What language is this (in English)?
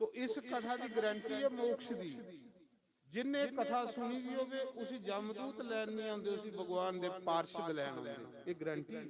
Dogri